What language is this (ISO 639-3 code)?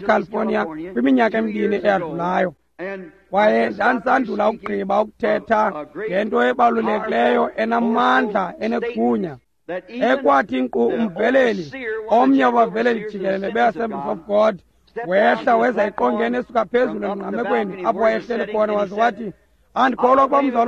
xho